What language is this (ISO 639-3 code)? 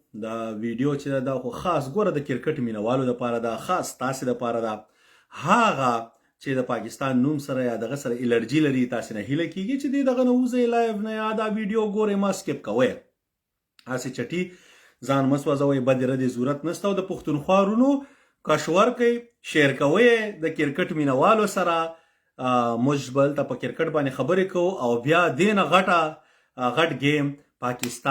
pus